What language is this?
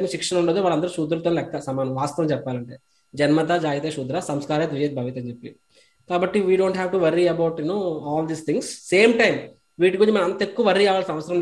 Telugu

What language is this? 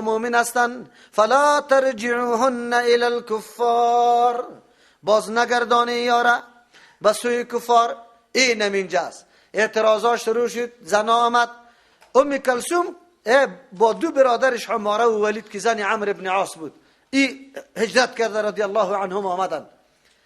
Persian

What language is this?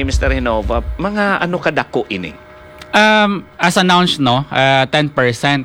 Hiligaynon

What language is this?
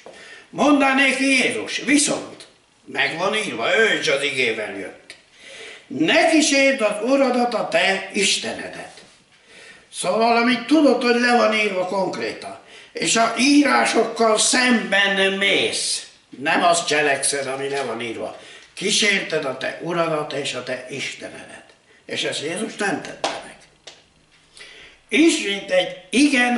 Hungarian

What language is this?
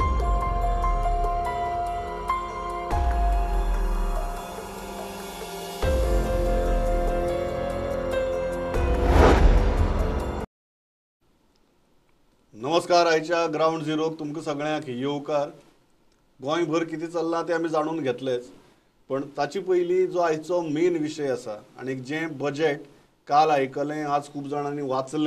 Konkani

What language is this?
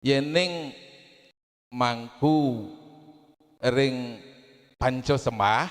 Balinese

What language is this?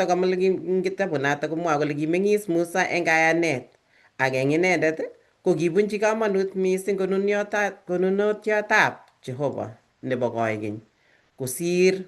Kalenjin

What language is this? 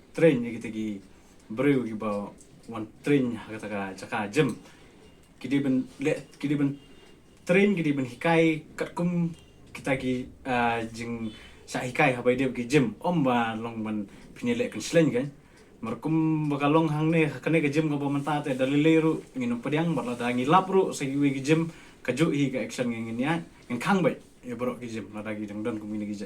Khasi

